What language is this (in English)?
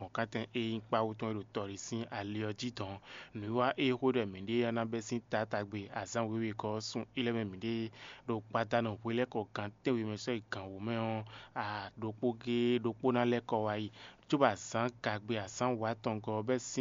Fon